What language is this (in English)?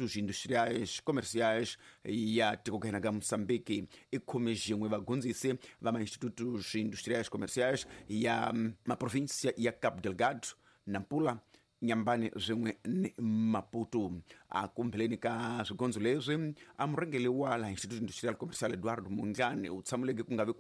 Tsonga